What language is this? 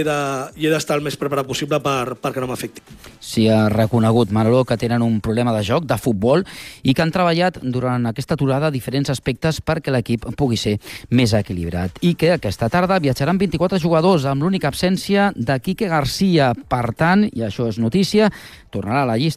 Catalan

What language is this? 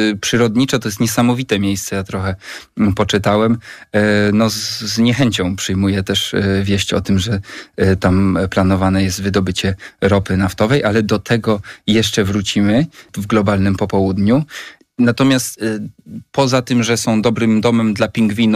Polish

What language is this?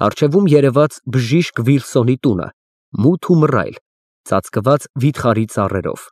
Armenian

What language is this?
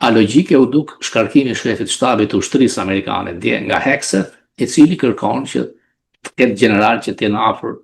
Albanian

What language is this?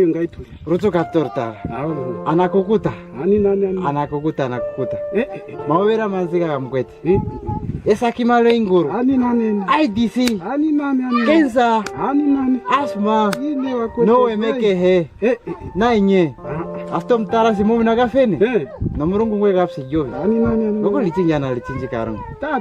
Kwangali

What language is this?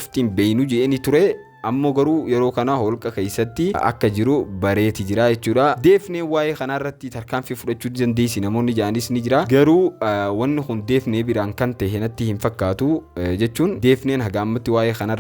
Oromo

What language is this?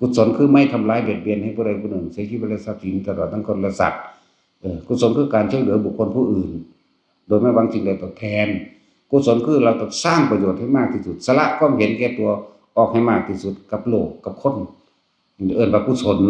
Northeastern Thai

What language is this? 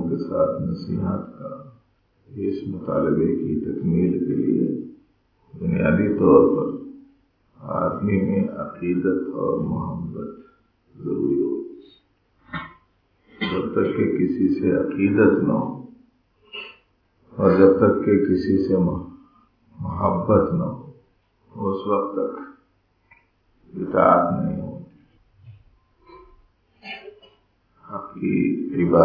Urdu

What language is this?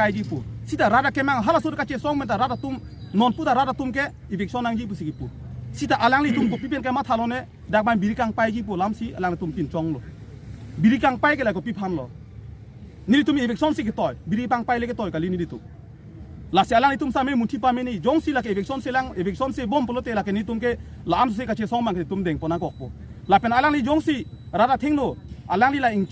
Karbi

